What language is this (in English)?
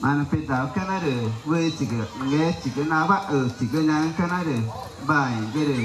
Ticuna